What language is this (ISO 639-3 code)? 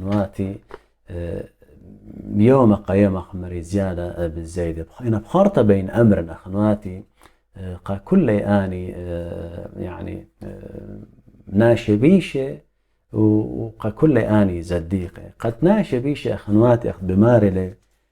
aii